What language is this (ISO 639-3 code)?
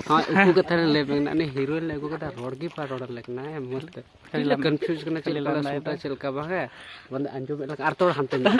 sat